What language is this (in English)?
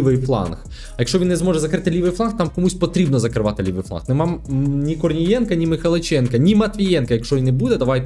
Ukrainian